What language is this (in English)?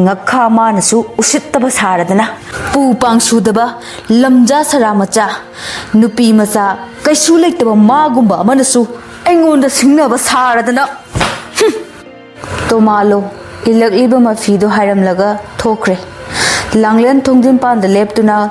Manipuri